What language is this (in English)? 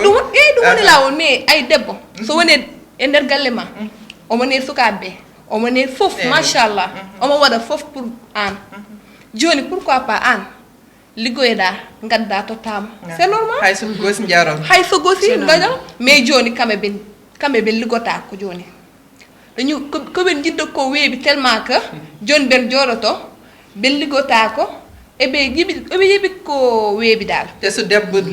Fula